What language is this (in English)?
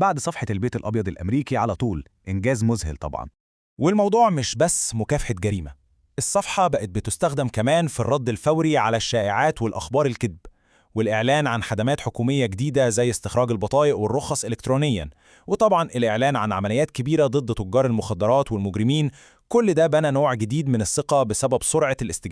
Egyptian Arabic